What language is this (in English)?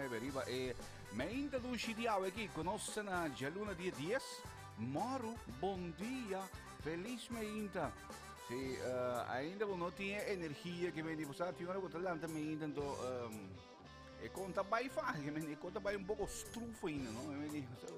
Papiamento